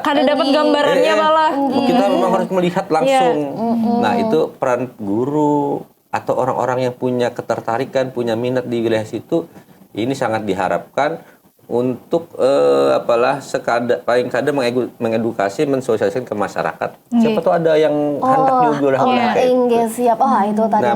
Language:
Banjar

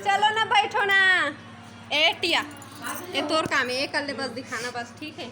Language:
Chhattisgarhi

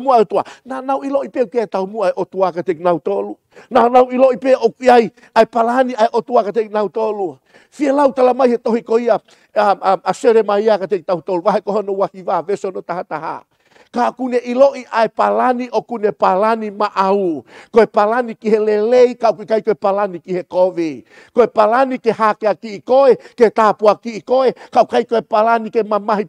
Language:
Tongan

